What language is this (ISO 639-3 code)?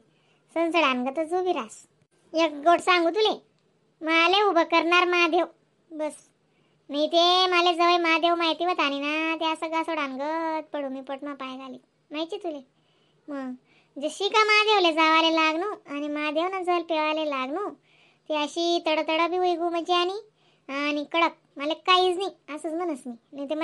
khn